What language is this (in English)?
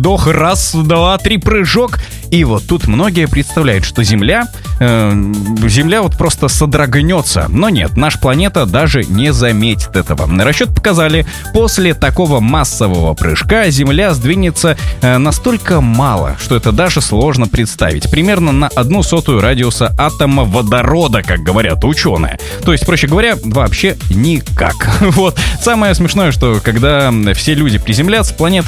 Russian